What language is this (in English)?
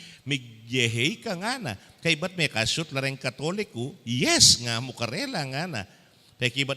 Pampanga